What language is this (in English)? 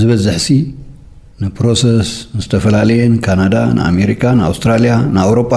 Tigrinya